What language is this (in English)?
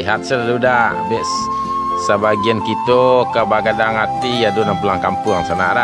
Minangkabau